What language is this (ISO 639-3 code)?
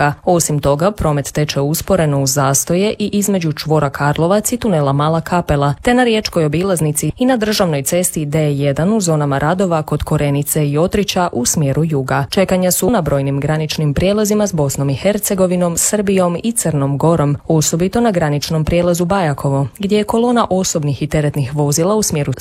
hrv